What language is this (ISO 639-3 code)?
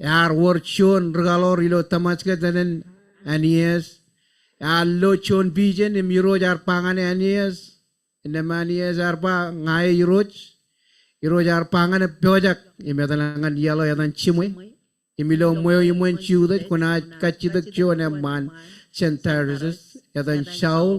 mah